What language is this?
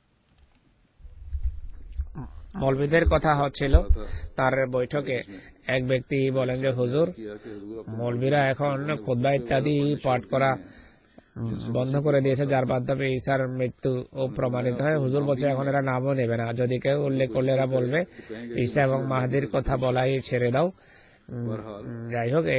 Bangla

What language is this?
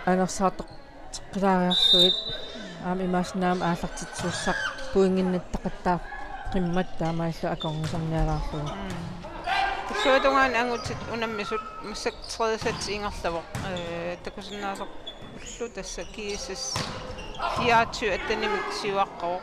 Kalaallisut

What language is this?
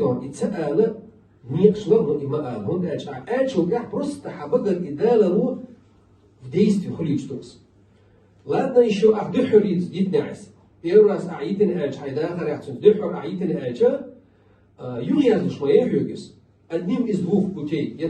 Chechen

